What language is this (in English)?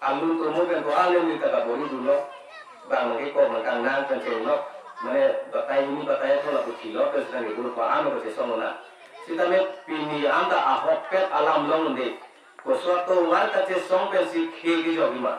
Karbi